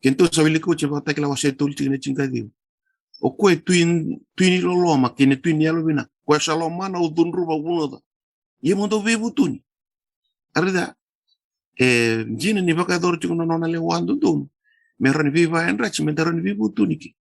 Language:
Fijian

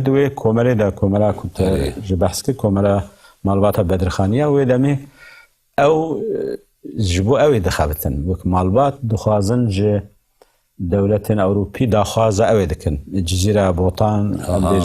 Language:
Kurdish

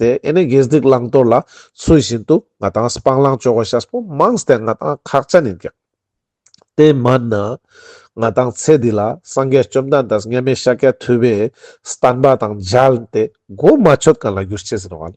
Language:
Ladakhi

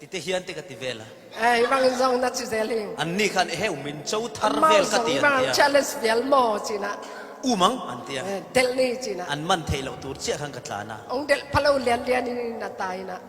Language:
Falam Chin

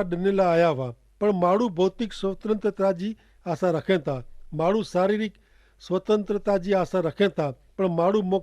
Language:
Kachhi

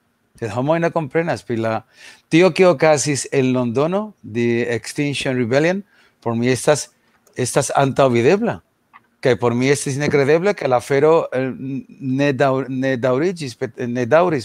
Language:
Esperanto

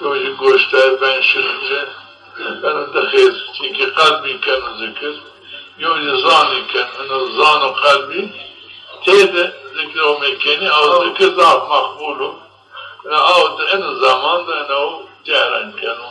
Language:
Zaza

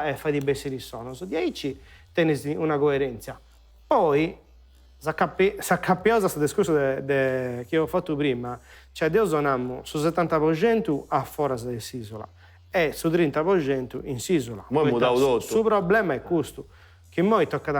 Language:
Sardinian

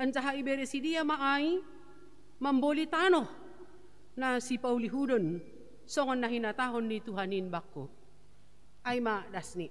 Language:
Batak Simalungun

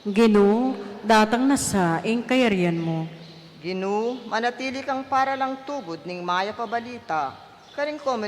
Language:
Pampanga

